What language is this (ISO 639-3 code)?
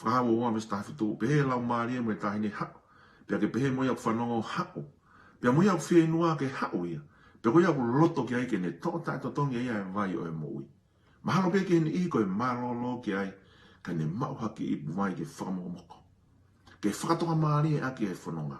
ton